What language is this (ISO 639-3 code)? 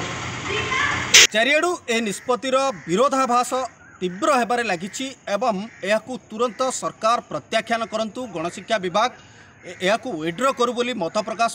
ori